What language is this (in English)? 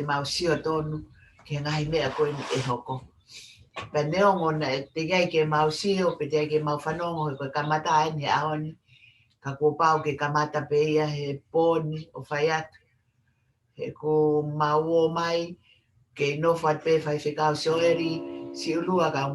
Tongan